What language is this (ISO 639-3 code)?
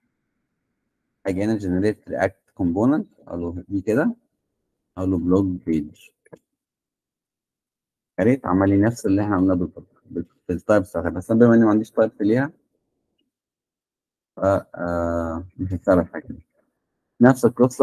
arz